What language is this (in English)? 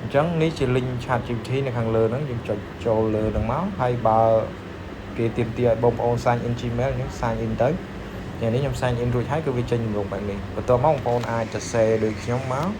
Khmer